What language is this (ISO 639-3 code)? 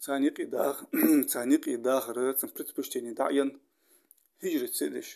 inh